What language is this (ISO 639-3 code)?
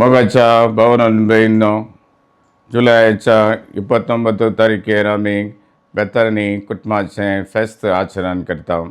kok